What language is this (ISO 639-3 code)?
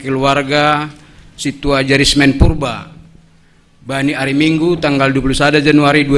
bts